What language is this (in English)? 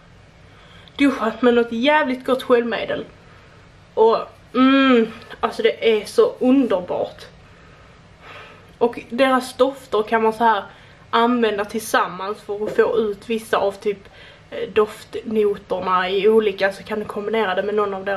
Swedish